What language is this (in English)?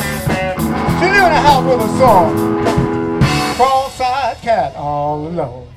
English